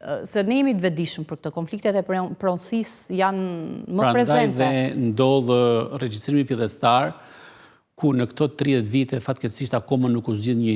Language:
Albanian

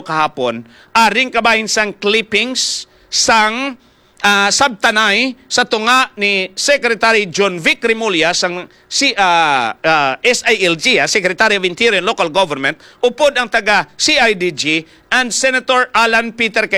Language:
Hiligaynon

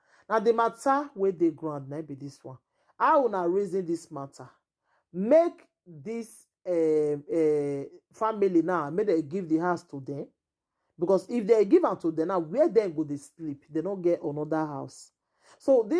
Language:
Nigerian Pidgin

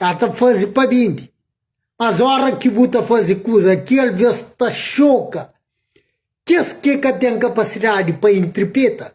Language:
Kabuverdianu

